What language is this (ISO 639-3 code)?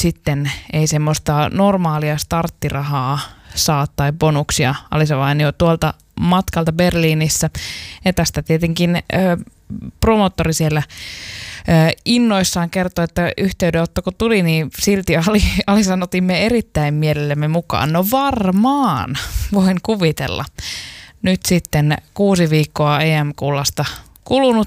fin